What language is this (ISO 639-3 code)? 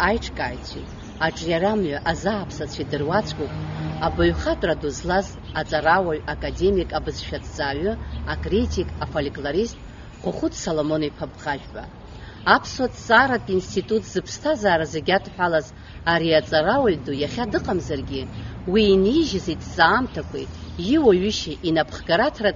abk